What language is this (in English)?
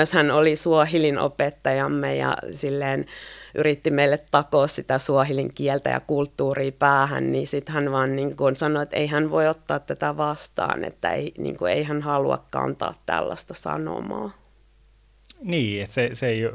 Finnish